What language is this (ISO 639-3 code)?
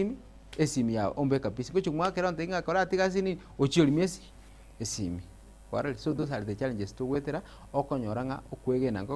guz